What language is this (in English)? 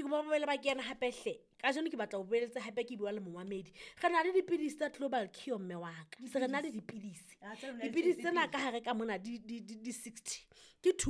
Southern Sotho